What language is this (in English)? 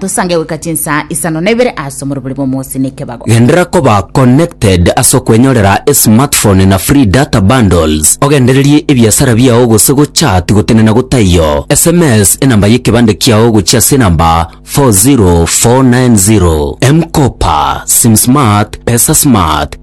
Gusii